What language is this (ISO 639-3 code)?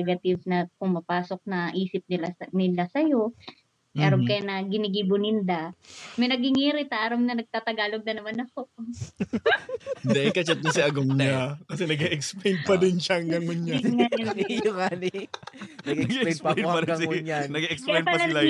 bik